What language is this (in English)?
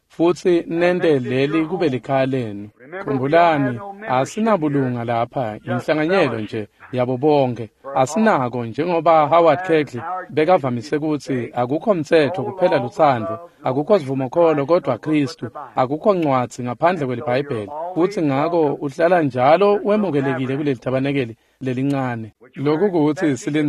Swati